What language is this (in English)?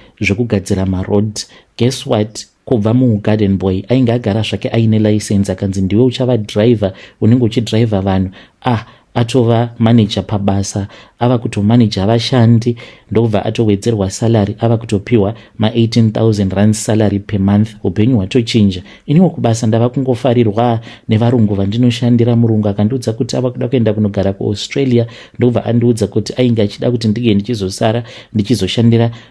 Shona